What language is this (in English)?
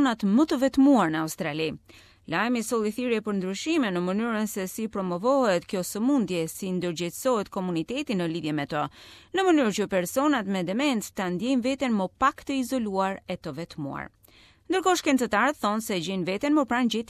Albanian